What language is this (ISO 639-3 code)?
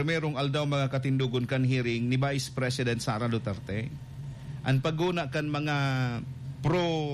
bik